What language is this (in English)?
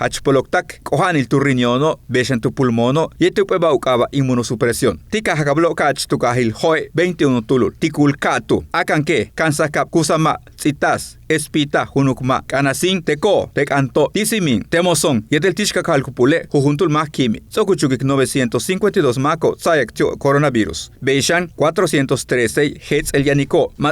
Yucateco